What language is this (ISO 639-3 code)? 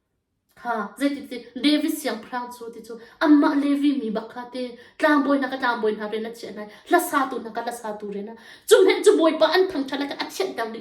cnh